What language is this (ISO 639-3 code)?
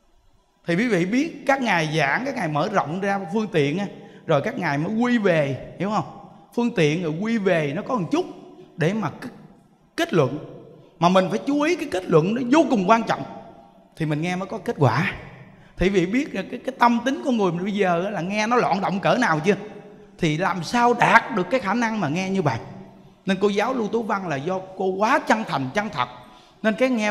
vie